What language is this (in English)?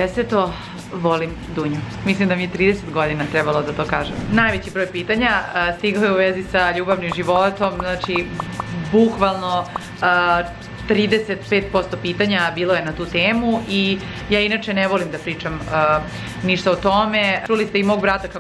Serbian